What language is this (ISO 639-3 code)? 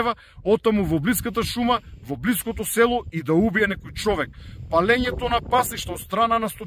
mkd